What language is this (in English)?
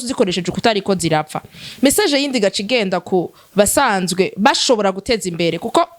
Rundi